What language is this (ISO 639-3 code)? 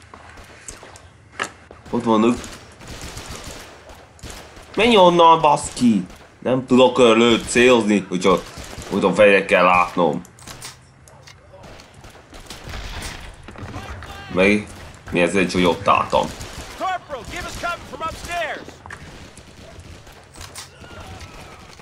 hun